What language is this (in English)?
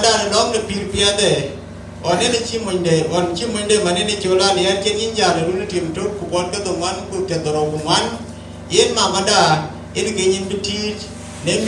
Dinka